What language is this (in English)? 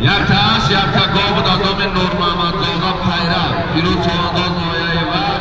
Tajik